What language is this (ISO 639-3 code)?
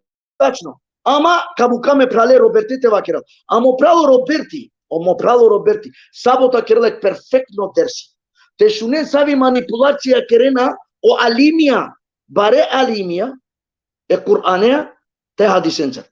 rmn